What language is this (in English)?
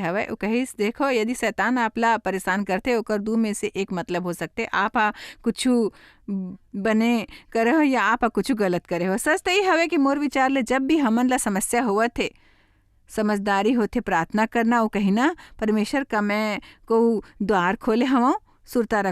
Chhattisgarhi